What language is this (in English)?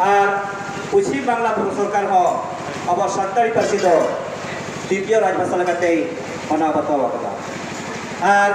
Santali